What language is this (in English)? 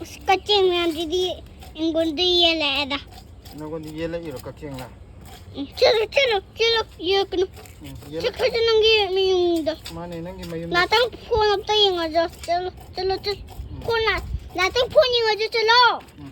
Manipuri